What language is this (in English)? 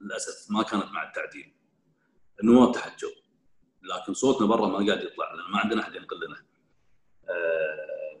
Gulf Arabic